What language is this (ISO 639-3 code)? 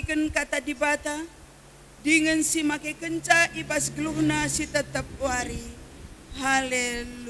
btx